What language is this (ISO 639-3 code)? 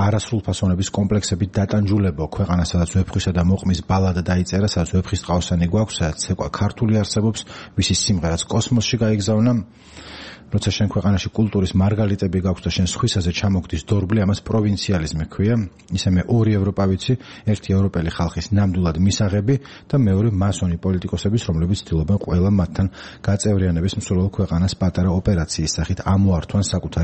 kat